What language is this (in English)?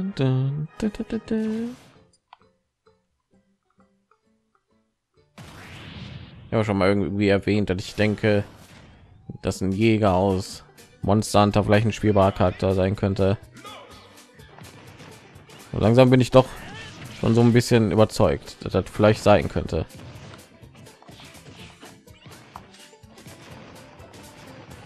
German